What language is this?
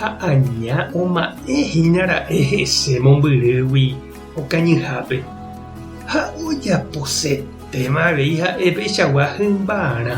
Guarani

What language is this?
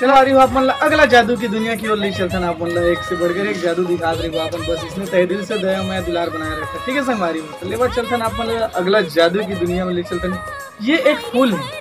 Chhattisgarhi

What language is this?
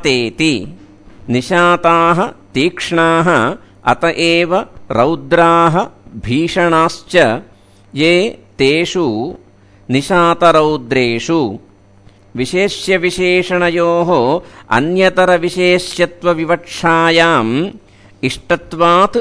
Sanskrit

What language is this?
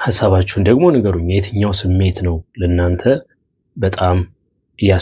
Amharic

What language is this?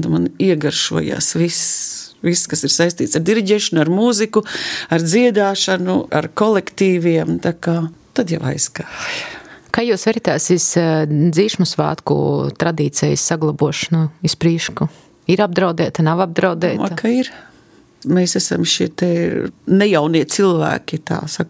Latvian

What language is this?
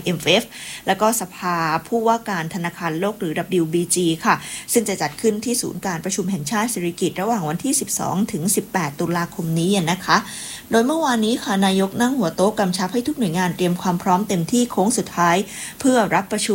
Thai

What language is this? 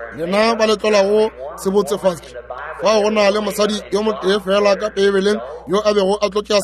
Northern Sotho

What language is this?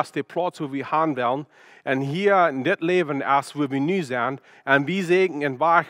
Plautdietsch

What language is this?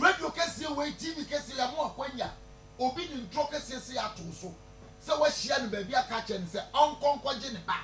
Akan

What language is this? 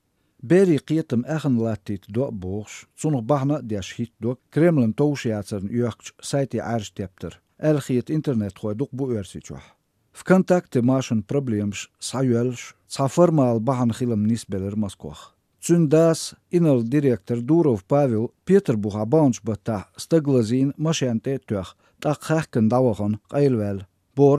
Chechen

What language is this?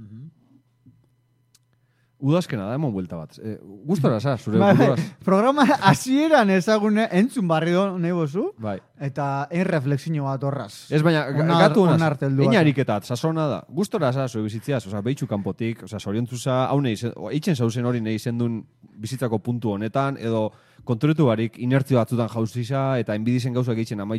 Basque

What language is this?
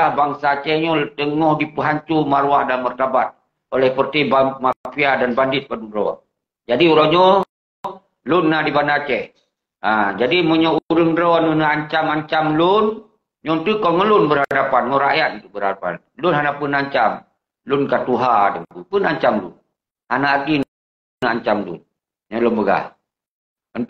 Achinese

